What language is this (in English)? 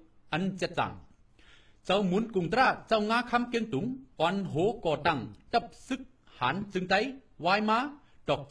Shan